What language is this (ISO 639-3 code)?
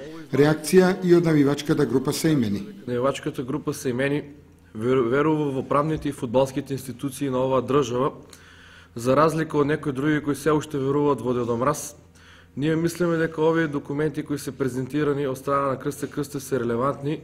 mkd